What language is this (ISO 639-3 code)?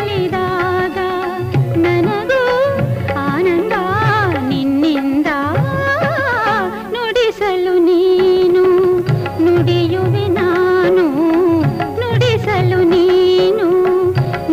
kan